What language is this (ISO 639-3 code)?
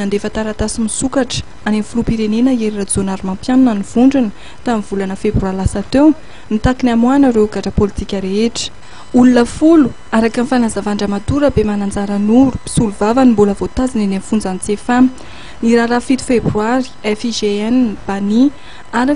mlg